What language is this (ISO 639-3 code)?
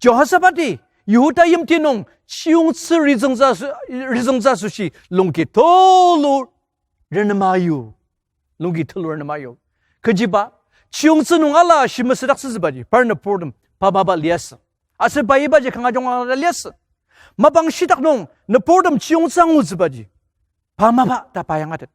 njo